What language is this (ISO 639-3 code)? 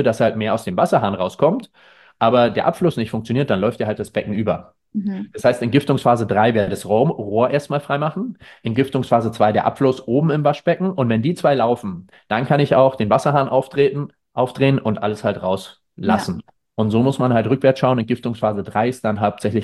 deu